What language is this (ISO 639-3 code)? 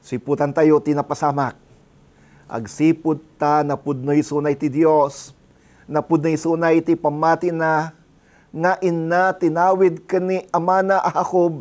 ilo